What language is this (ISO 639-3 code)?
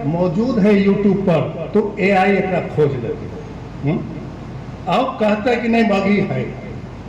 mag